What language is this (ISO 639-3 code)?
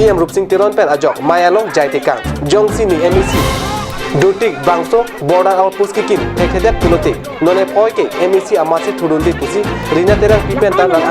mjw